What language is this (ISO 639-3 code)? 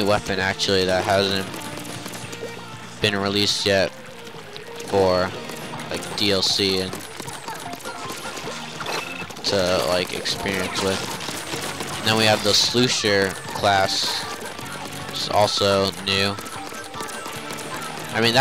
eng